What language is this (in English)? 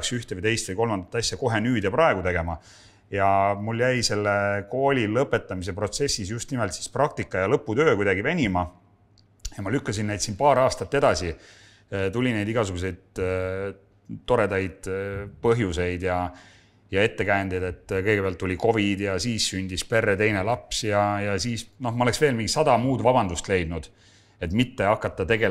Estonian